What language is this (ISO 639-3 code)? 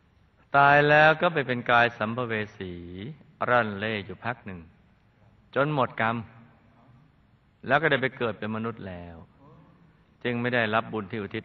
tha